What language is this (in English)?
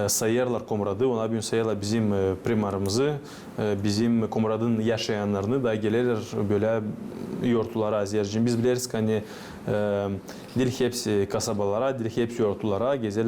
Gagauz